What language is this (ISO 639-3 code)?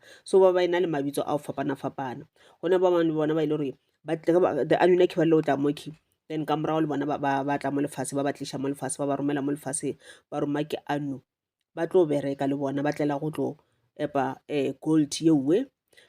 nso